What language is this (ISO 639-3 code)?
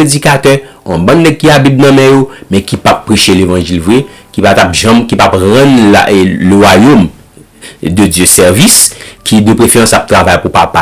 hat